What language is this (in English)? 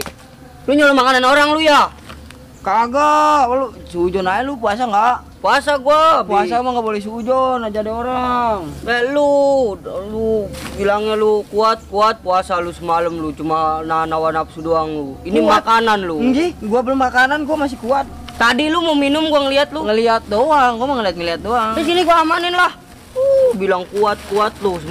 Betawi